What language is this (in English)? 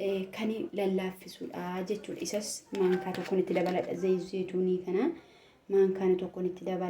Oromo